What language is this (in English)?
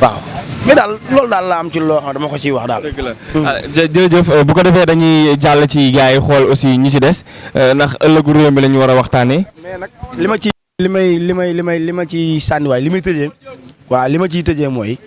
Wolof